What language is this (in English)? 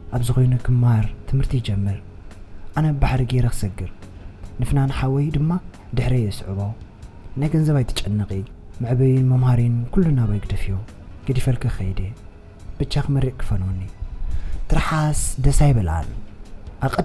Tigrinya